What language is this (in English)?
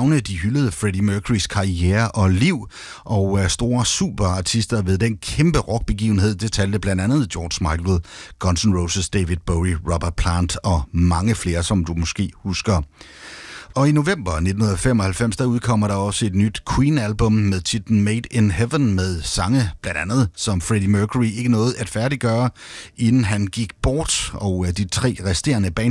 Danish